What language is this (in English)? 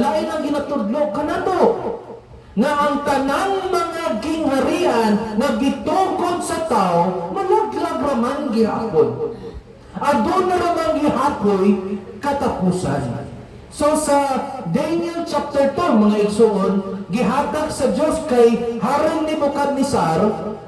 Cebuano